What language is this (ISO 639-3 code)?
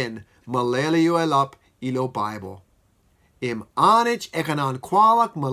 mah